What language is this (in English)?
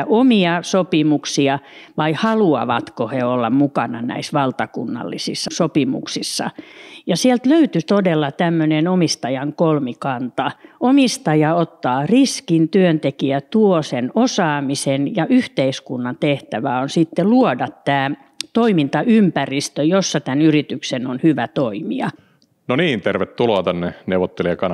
Finnish